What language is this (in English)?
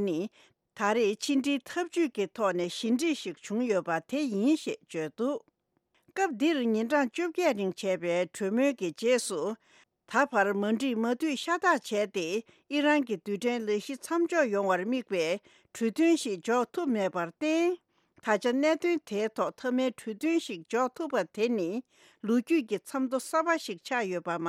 Tibetan